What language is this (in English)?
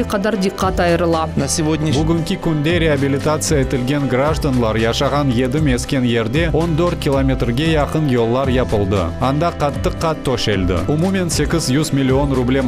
Crimean Tatar